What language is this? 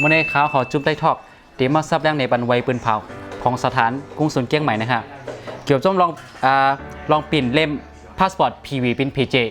Shan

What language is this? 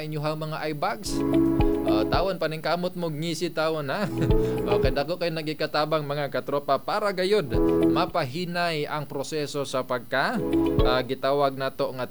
Cebuano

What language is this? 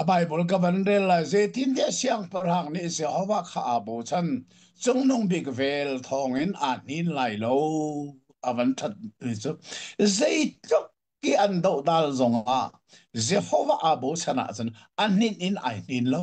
Hakha Chin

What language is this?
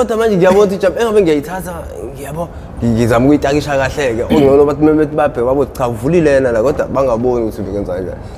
Zulu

